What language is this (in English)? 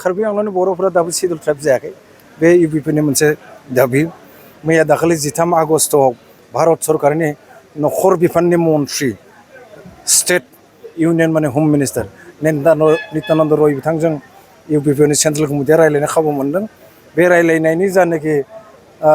Bodo